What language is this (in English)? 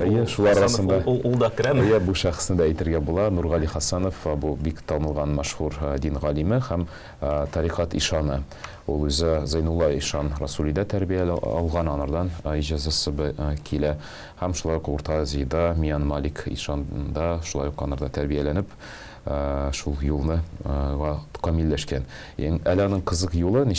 Tatar